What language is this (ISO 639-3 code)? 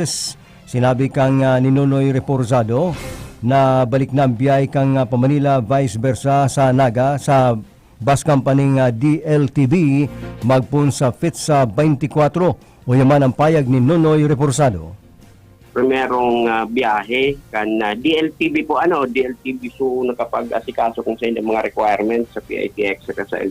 bik